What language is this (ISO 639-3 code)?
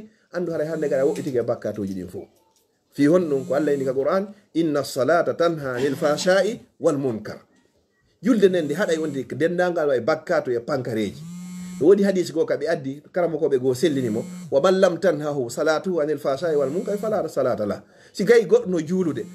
ful